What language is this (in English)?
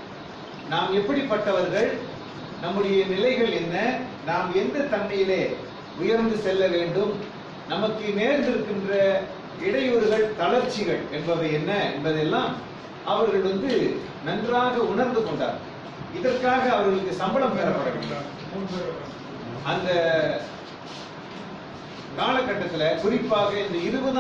Tamil